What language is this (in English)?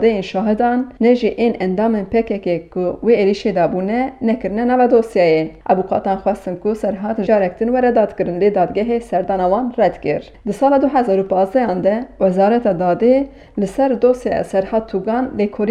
Kurdish